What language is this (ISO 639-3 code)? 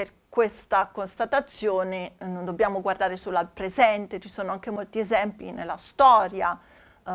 ita